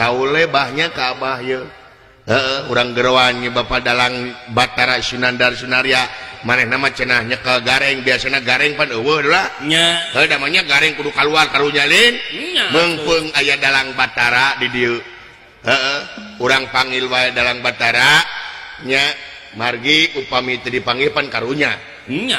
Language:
Sundanese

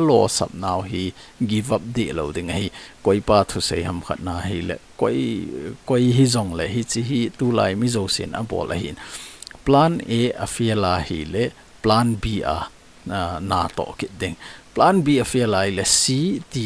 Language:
Thado Chin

